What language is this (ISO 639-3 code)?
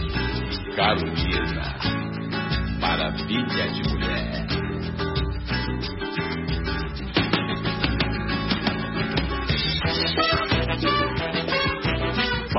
por